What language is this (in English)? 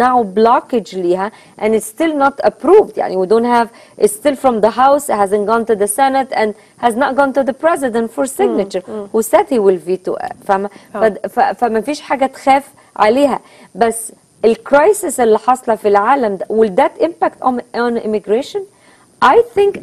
Egyptian Arabic